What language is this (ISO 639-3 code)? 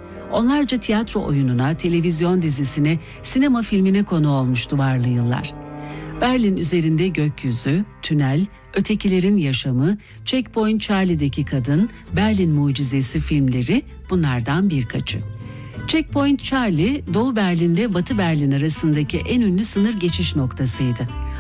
tur